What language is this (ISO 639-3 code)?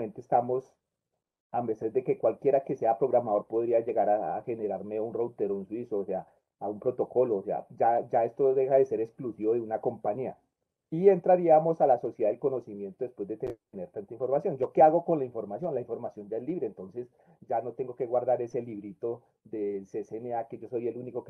spa